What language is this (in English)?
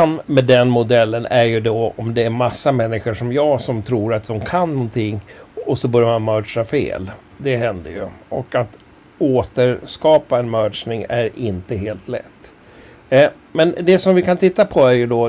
Swedish